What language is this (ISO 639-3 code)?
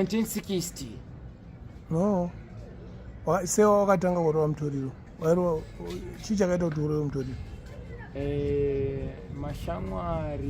sna